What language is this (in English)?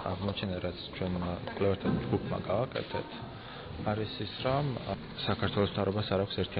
Georgian